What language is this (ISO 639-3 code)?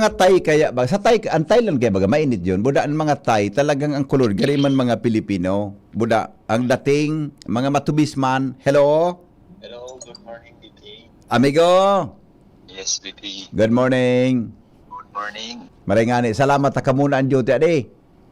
bik